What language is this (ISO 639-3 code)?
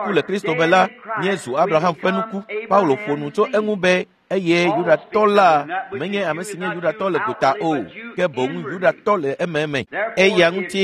ewe